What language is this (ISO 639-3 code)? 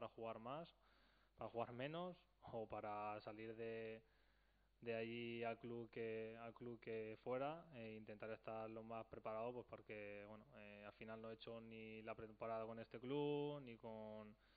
spa